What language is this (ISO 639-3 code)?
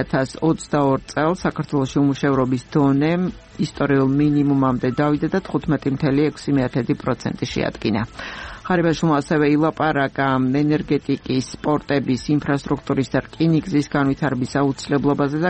kat